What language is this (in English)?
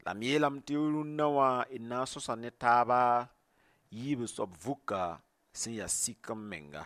Mossi